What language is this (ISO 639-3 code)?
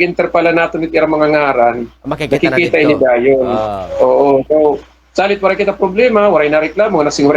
war